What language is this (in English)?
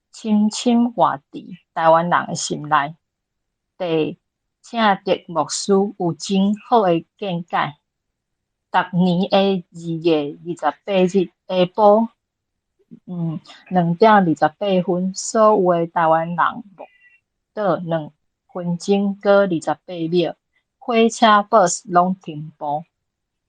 Min Nan Chinese